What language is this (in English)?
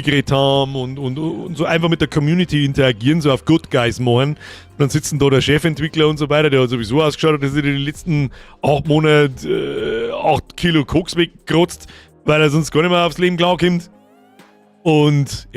Bavarian